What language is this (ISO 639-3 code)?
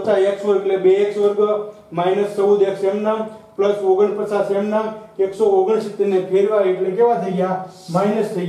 guj